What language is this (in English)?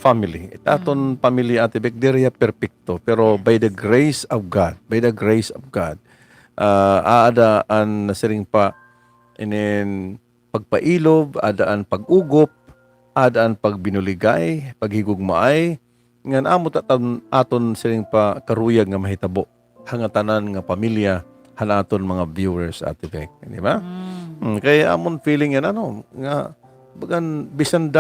Waray